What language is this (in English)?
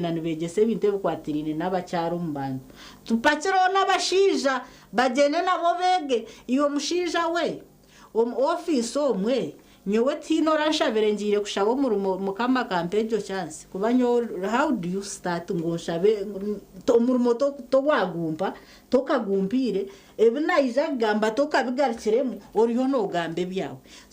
Nyankole